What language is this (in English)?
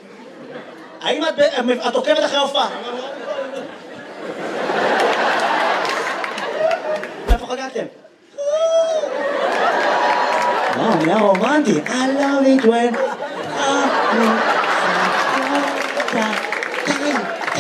Hebrew